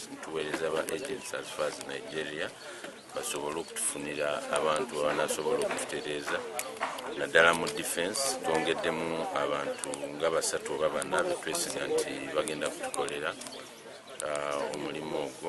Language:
Ganda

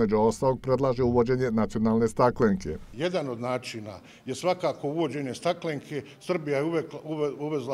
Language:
Bosnian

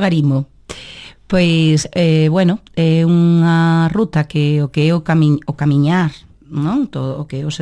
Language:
Galician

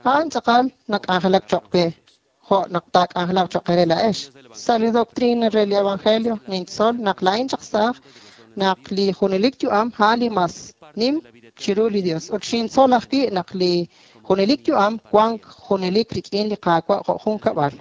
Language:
Kekchí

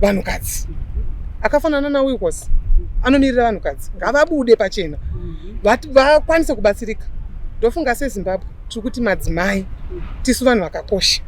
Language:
Shona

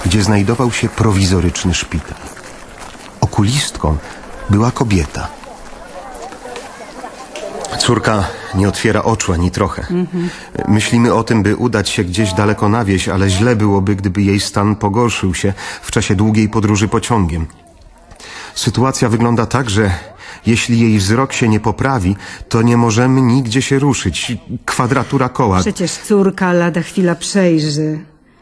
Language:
Polish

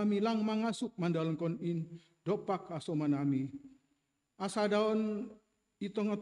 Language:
Batak Simalungun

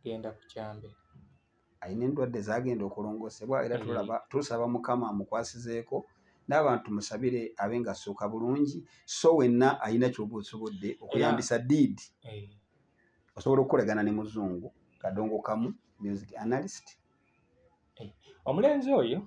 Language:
Ganda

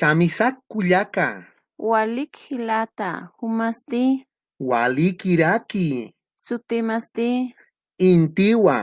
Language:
Aymara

